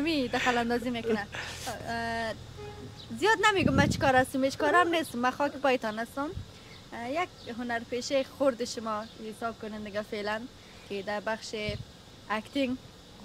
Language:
Persian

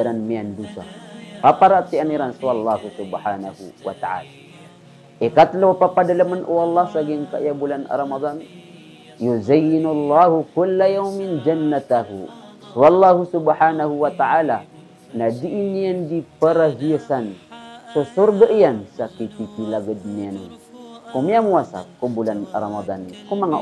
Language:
Maranao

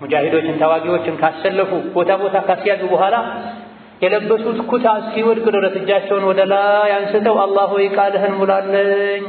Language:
Amharic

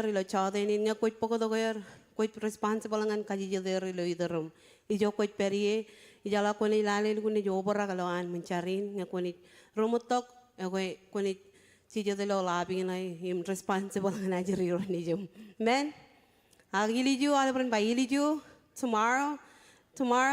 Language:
Marshallese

